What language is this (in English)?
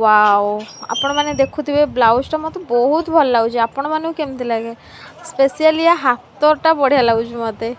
Odia